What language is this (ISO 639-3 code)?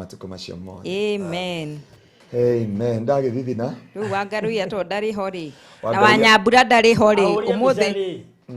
kik